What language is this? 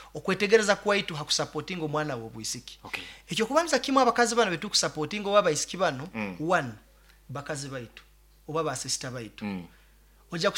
Nyoro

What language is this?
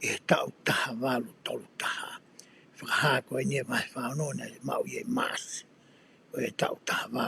Tongan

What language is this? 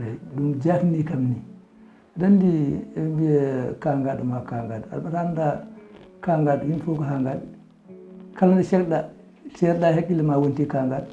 Fula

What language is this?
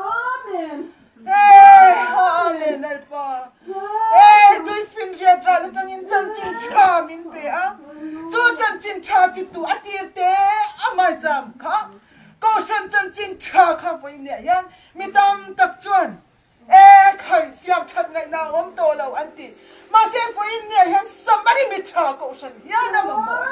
Mizo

